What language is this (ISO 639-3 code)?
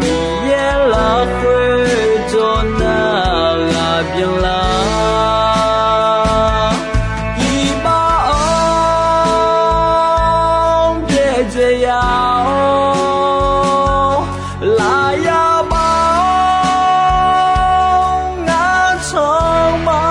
ahk